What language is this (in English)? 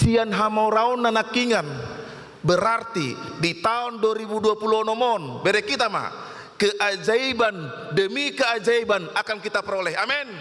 Batak Toba